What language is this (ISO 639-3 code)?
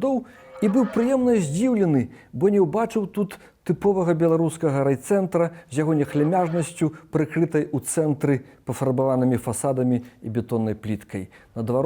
bel